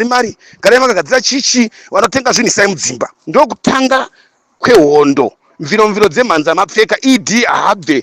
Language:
Shona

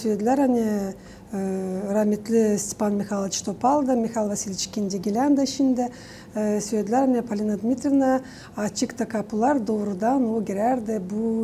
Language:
Gagauz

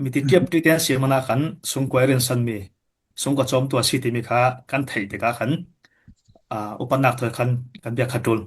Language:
Falam Chin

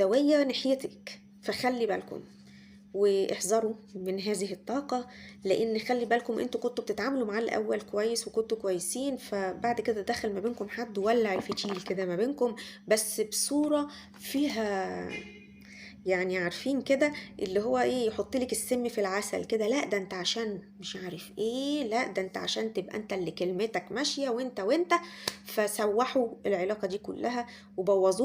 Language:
Egyptian Arabic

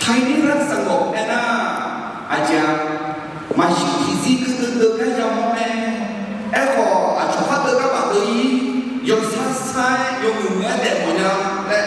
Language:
Akha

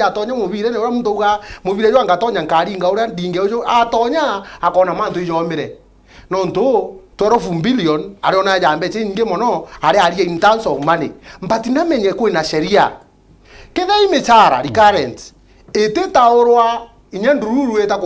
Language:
Meru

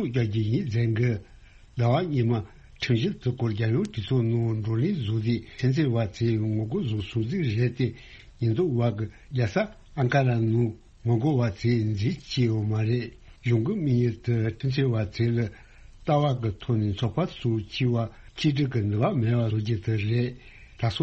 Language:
Tibetan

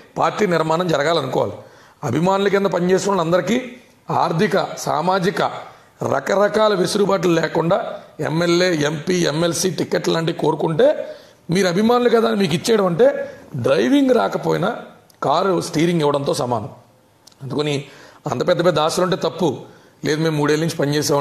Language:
Telugu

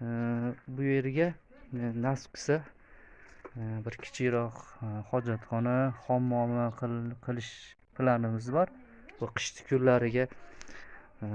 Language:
Uzbek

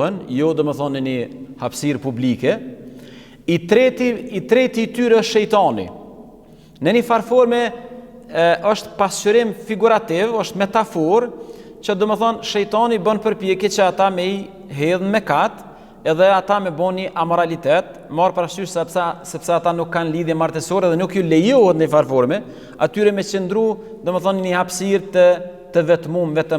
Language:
Albanian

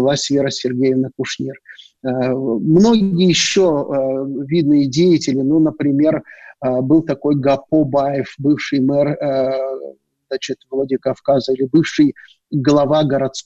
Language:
Russian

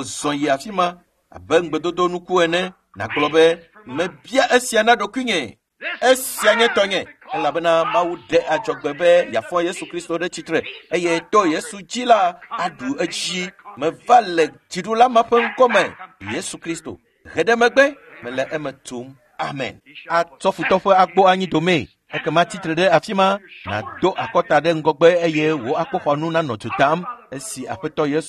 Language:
Ewe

